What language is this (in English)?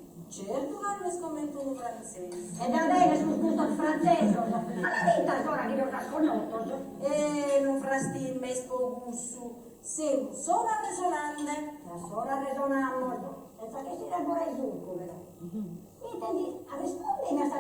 Sardinian